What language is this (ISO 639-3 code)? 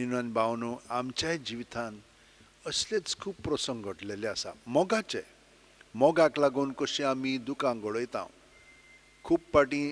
kok